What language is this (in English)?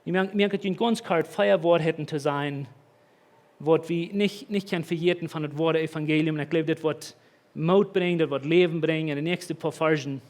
Plautdietsch